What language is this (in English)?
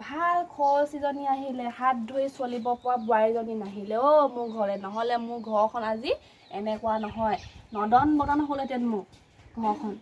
Assamese